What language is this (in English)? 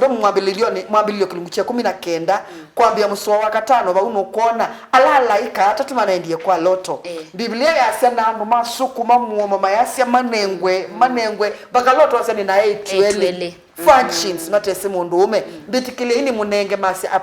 Kamba